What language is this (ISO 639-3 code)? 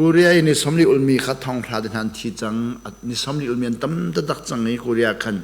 cnh